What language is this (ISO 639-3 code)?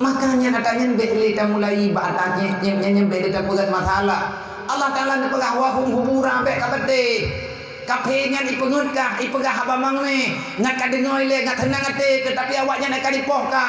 ace